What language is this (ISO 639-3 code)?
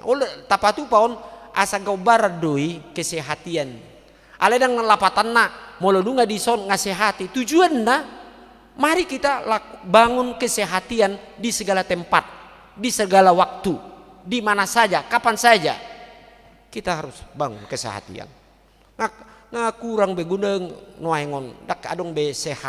bbc